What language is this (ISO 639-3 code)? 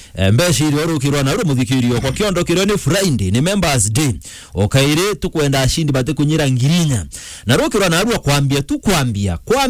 mer